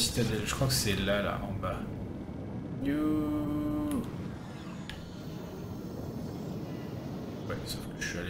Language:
French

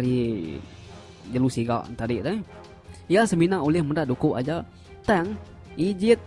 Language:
Iban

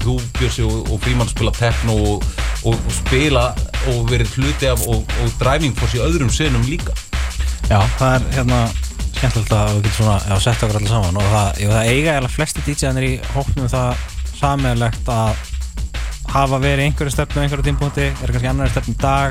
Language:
Icelandic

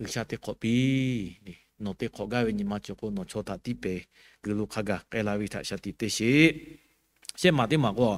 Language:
Lahu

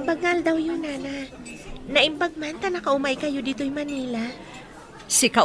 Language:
Iloko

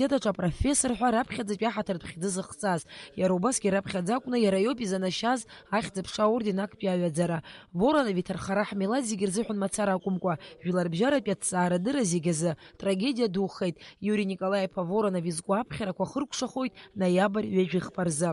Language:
Abkhazian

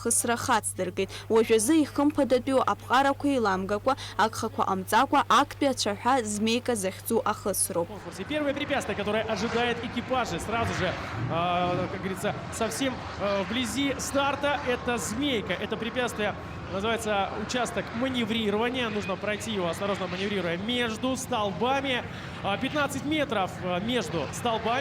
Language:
Abkhazian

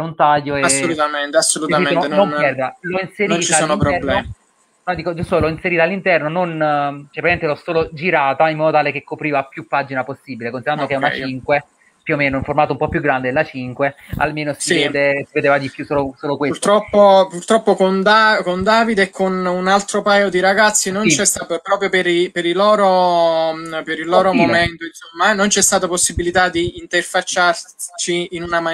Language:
Italian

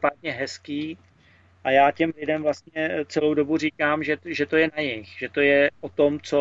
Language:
Czech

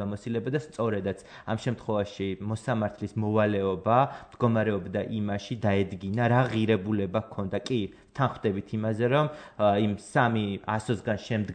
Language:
Georgian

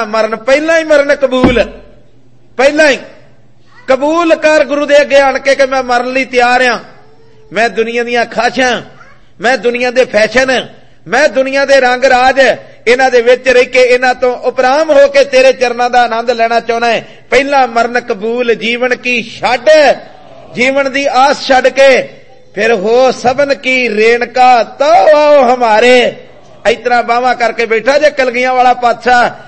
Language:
Punjabi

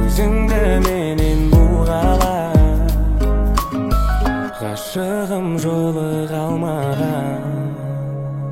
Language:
Kazakh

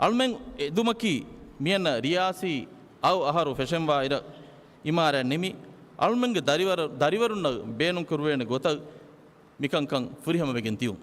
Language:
Divehi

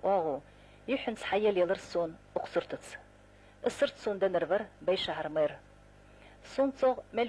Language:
Ingush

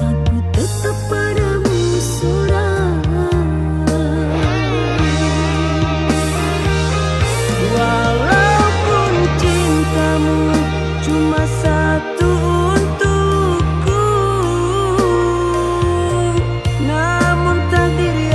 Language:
Indonesian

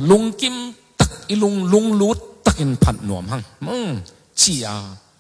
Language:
Tedim Chin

